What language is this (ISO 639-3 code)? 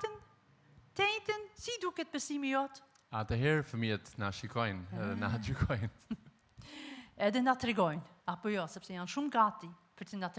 sqi